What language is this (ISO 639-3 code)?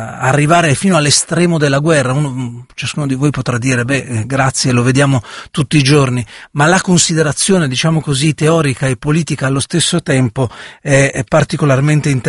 ita